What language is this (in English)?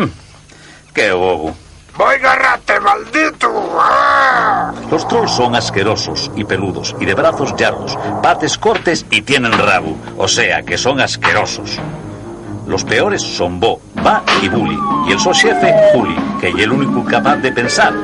Asturian